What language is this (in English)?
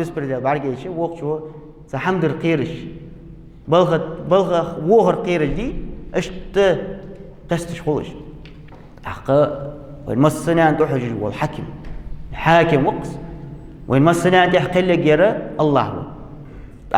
Ingush